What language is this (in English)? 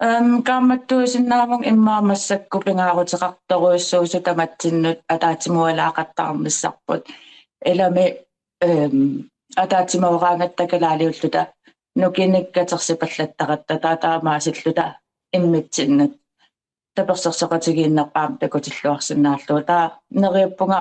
Kalaallisut